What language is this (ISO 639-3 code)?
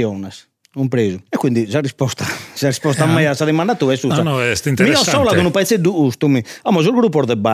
srd